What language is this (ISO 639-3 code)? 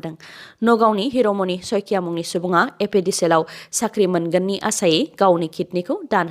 brx